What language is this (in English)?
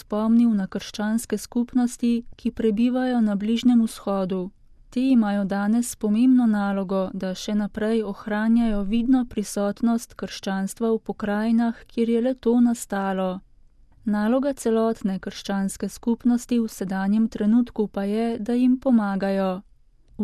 Slovenian